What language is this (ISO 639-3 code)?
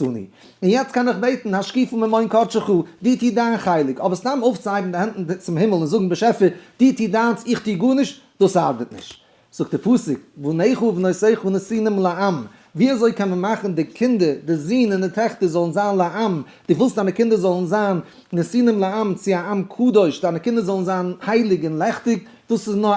yid